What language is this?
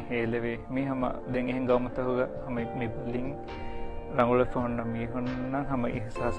Divehi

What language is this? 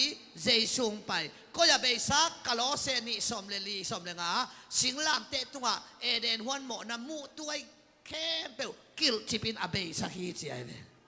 Tedim Chin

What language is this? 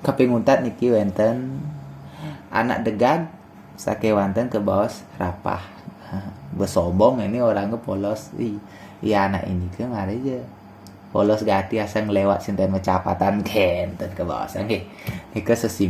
Balinese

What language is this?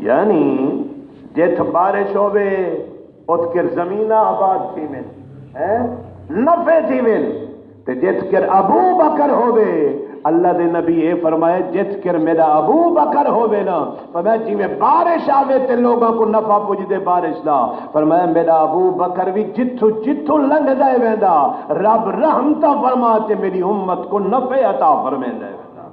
Saraiki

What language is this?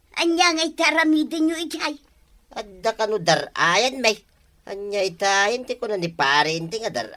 Iloko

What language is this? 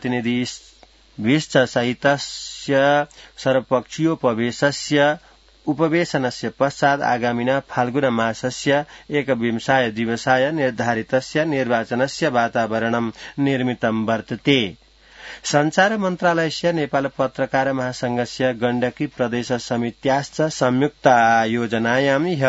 Sanskrit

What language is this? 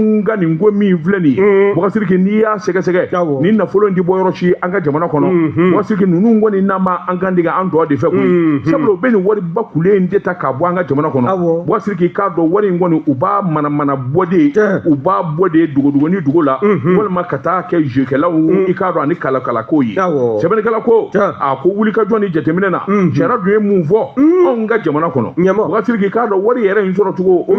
Bambara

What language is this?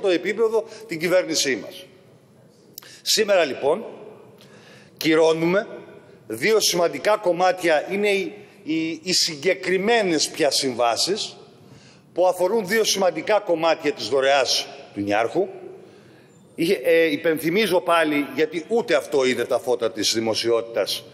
Greek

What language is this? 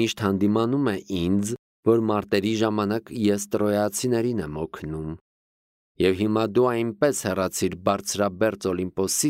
Armenian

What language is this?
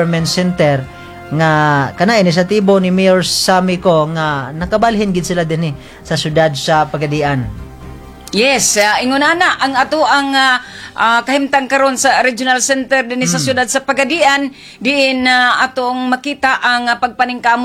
Cebuano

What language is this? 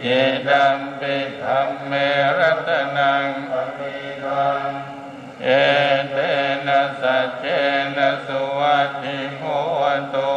Pali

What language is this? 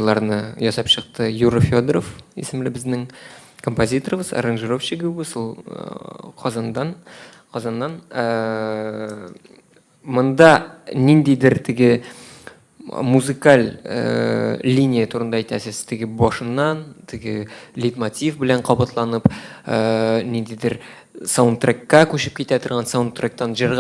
Tatar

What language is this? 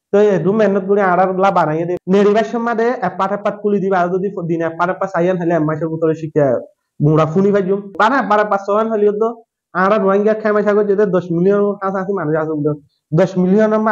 Rohingya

